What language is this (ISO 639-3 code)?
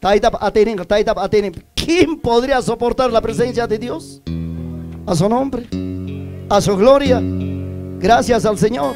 quy